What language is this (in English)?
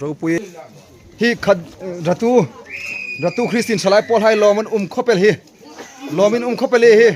Hmar